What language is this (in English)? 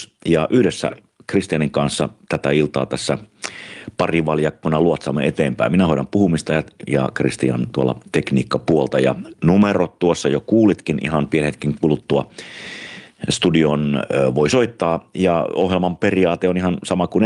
Finnish